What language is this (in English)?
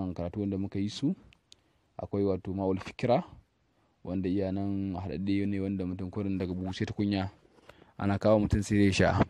Hausa